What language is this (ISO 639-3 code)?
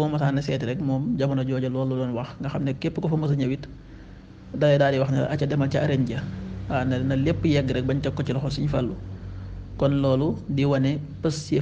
wol